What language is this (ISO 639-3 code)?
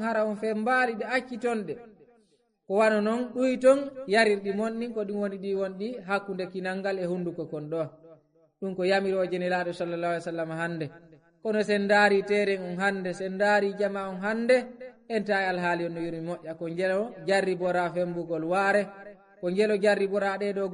ful